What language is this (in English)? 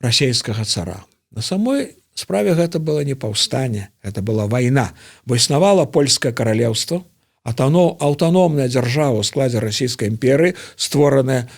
Belarusian